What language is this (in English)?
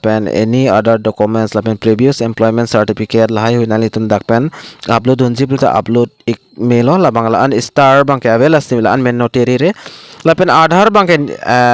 Karbi